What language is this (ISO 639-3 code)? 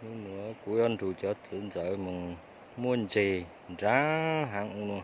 hmn